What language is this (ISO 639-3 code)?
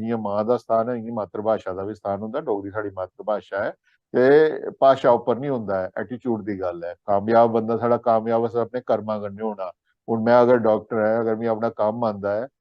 doi